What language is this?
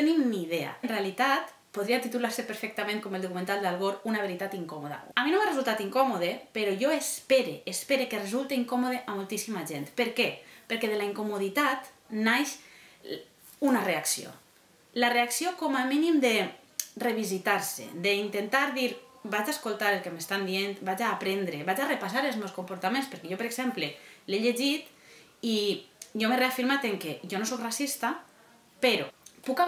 Catalan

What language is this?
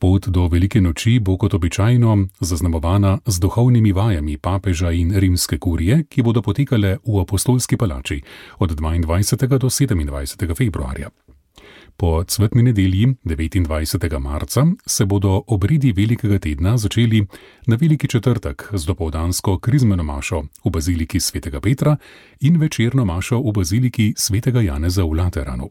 Slovenian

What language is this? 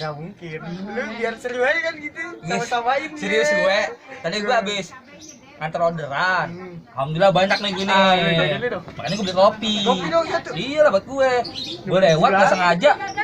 Betawi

